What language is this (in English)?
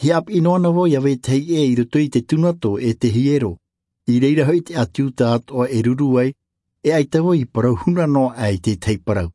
Tahitian